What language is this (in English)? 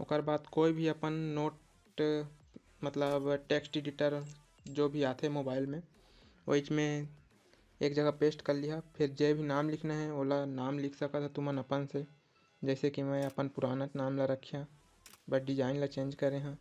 Chhattisgarhi